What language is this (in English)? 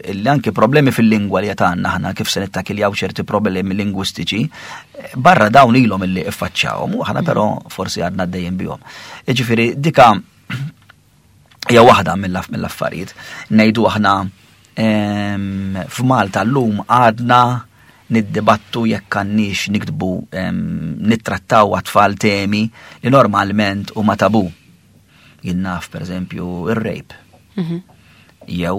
Maltese